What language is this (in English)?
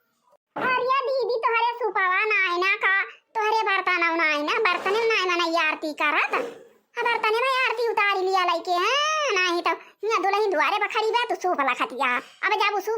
Awadhi